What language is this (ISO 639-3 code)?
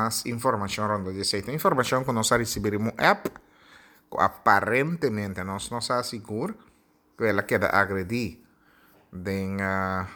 pap